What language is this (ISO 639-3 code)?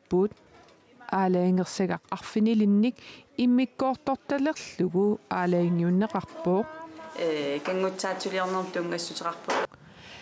kal